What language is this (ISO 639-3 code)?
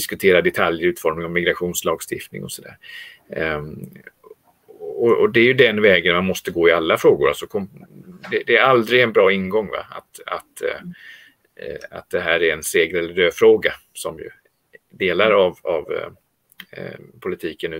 swe